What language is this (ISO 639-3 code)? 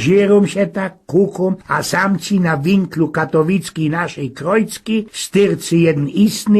szl